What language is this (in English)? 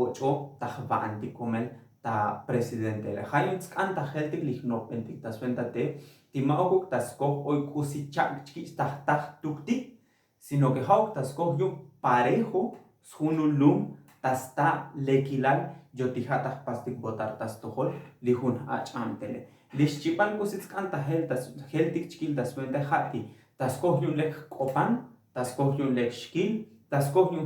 Tzotzil